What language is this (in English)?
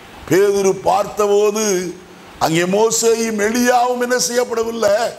Tamil